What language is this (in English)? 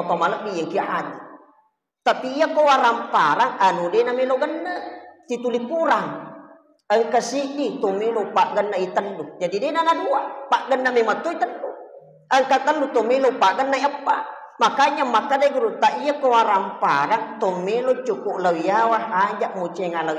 Buginese